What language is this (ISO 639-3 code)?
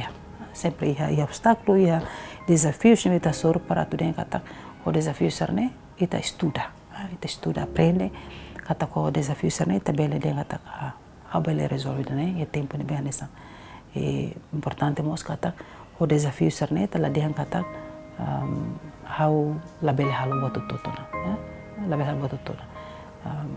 tet